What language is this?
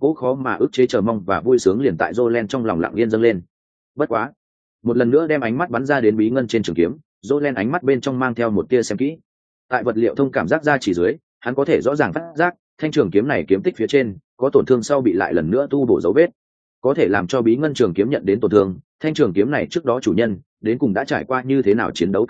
Vietnamese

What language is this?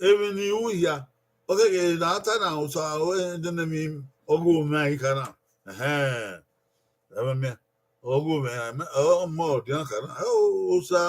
Bini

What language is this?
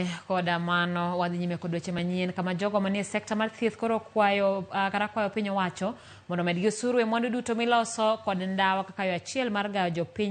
Luo (Kenya and Tanzania)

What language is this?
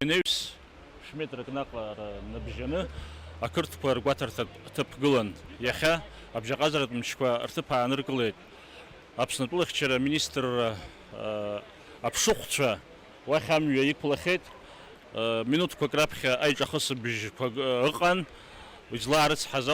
Abkhazian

